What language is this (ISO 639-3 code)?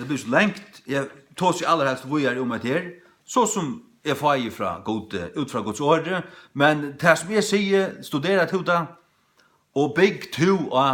fao